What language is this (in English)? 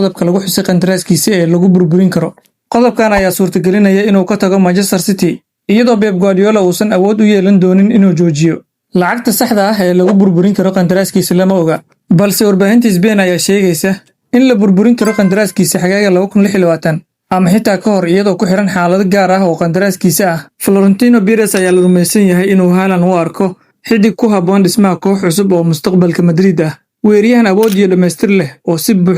Somali